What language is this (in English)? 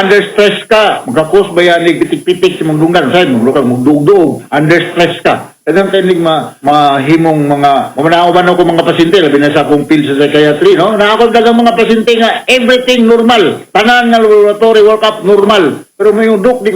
Cebuano